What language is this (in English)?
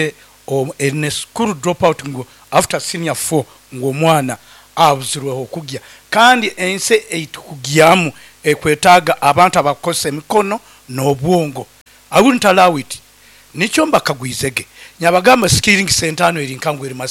Nyankole